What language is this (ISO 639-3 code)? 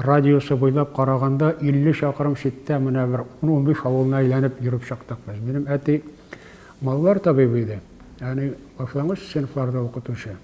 tat